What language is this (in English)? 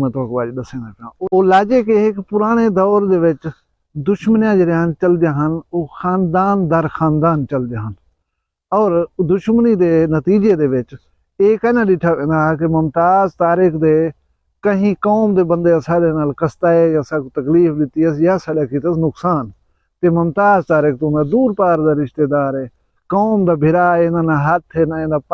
Saraiki